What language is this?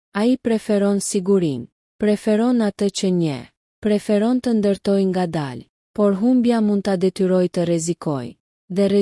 Albanian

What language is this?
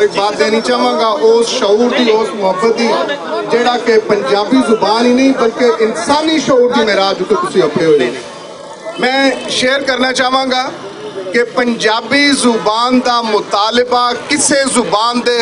Western Panjabi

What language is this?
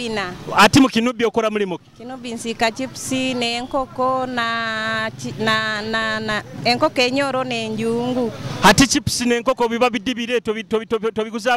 Nyoro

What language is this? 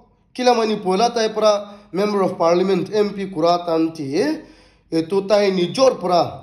Naga Pidgin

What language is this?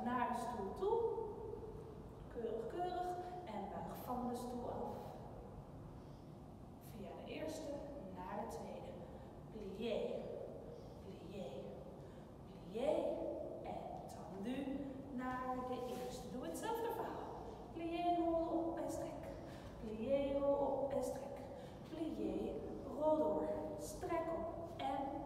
Dutch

